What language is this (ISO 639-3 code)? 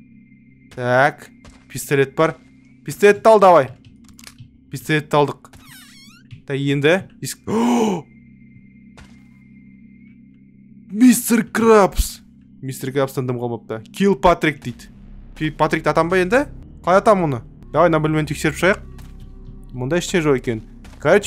kaz